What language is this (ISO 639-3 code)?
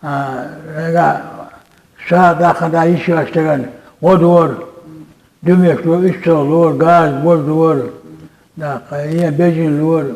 che